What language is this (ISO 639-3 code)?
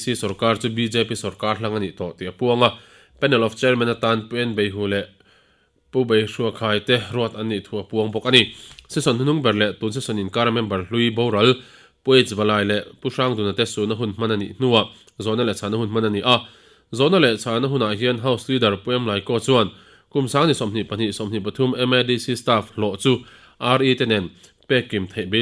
lus